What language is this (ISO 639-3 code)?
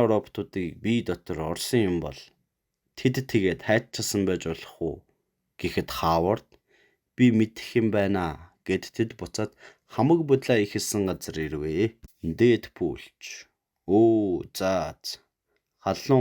mon